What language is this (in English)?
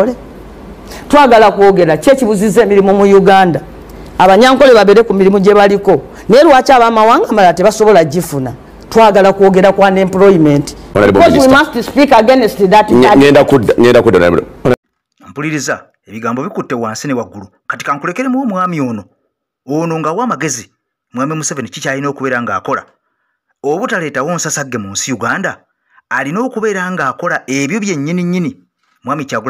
Ganda